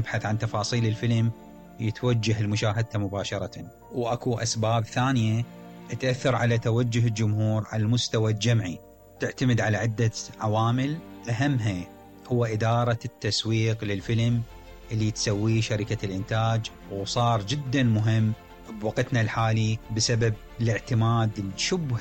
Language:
Mesopotamian Arabic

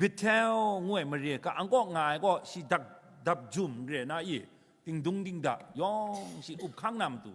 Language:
Kachin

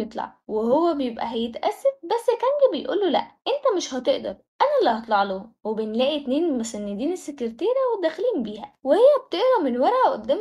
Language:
Egyptian Arabic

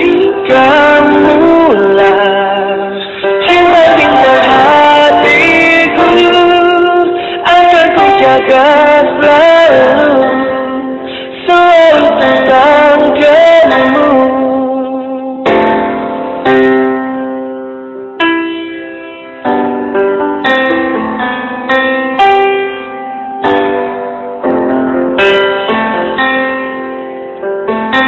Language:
Indonesian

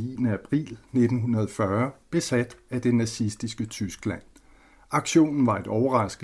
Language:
Danish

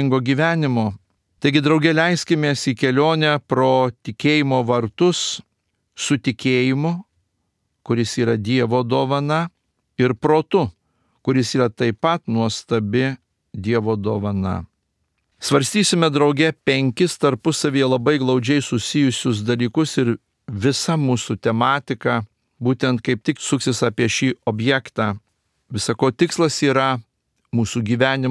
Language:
Lithuanian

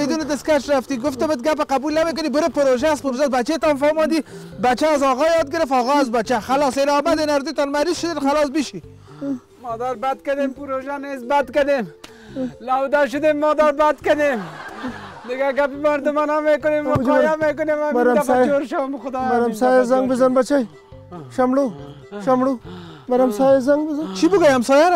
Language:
Persian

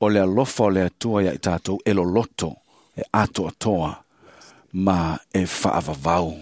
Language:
Samoan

